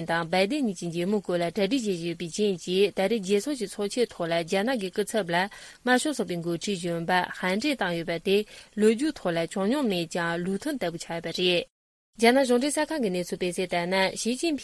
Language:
Tibetan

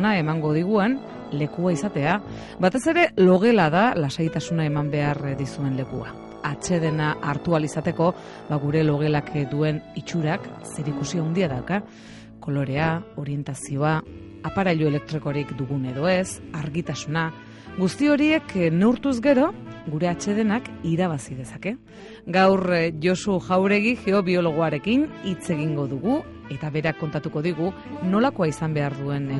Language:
Basque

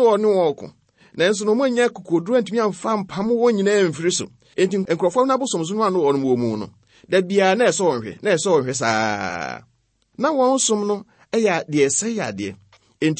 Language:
Akan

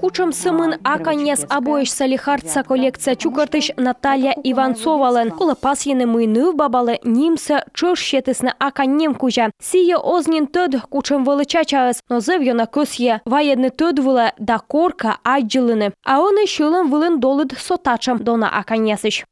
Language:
Komi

